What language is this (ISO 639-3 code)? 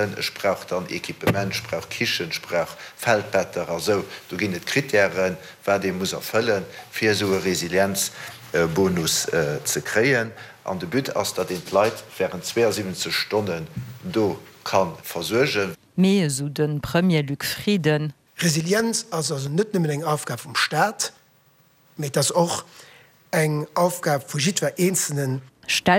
ltz